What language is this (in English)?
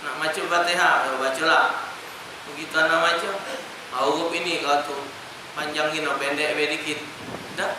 Musi